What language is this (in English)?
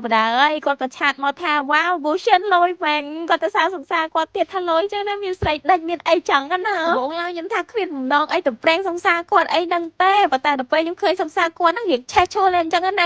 Khmer